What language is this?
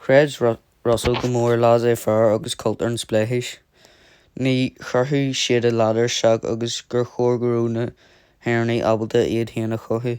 Irish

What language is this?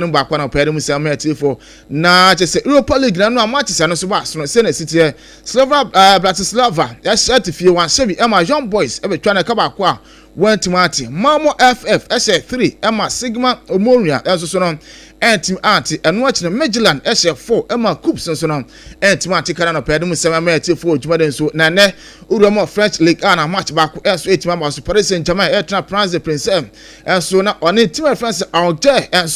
Akan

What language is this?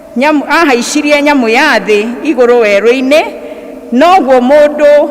Kikuyu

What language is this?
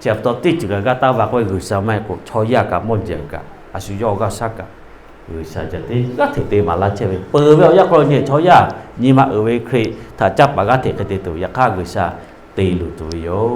Lahu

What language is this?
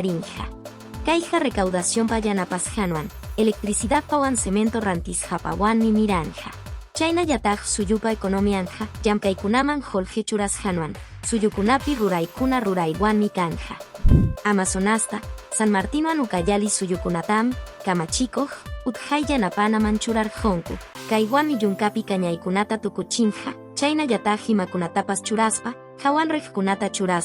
Quechua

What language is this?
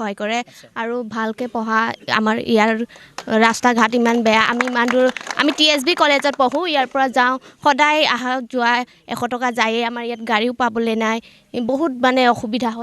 Assamese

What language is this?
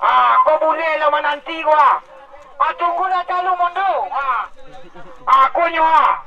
Minangkabau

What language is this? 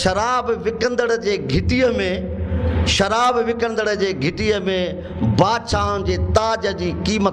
Sindhi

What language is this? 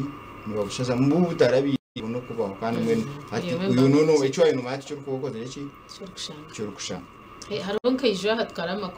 Nyankole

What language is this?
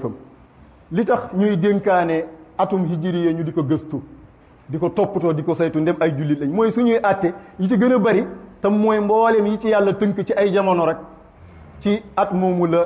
Wolof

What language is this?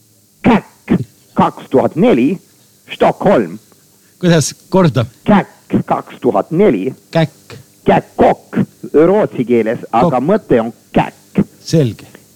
Estonian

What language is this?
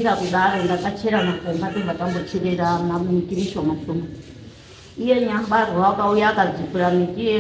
Shona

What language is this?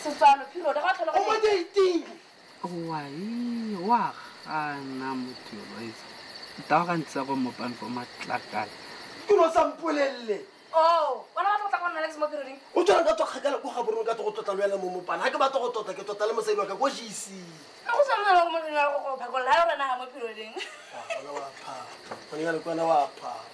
Tswana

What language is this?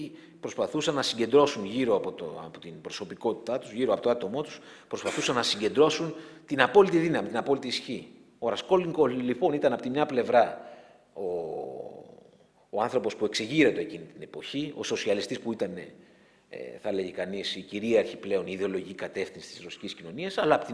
Greek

